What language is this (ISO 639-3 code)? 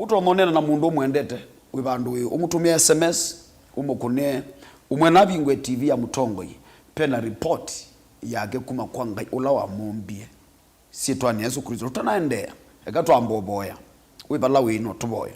kam